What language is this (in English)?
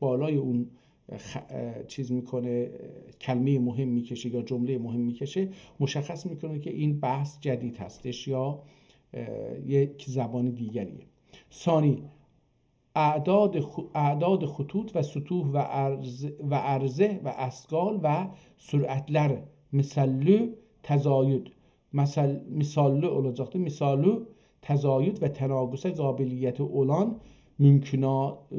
South Azerbaijani